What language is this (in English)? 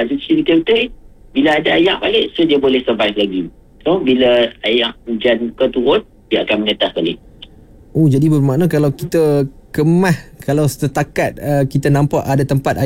Malay